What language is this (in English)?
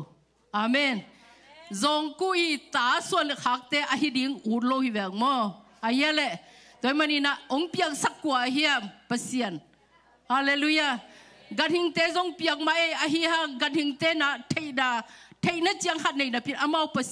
Tedim Chin